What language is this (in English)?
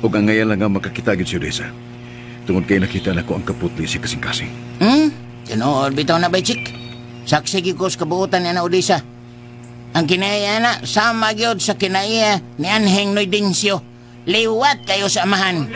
Cebuano